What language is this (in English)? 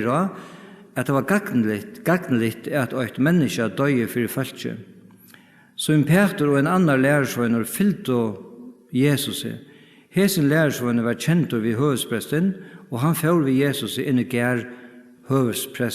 Faroese